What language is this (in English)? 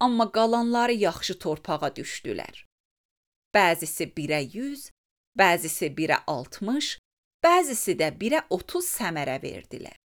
Azerbaijani